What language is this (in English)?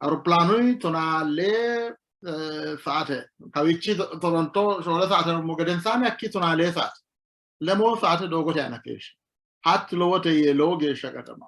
Sidamo